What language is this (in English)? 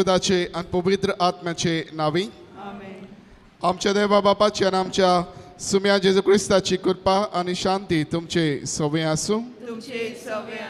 Konkani